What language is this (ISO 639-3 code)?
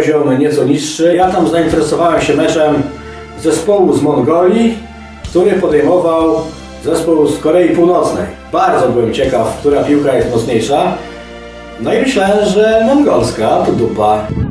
pol